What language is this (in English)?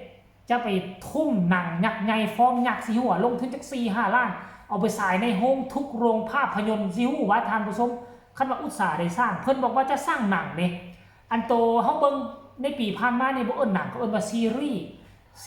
Lao